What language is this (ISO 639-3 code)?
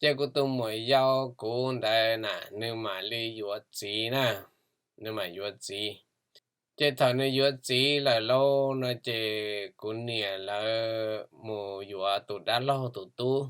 hmn